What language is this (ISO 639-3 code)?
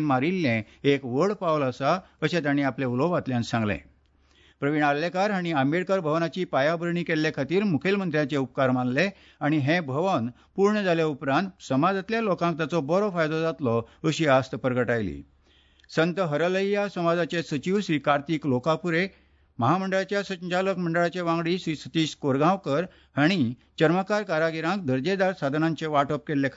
kok